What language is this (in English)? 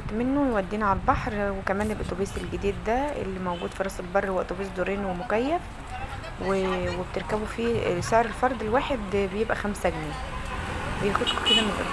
Egyptian Arabic